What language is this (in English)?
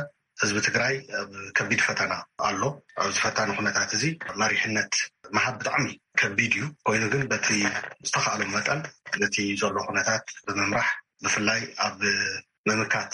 Tigrinya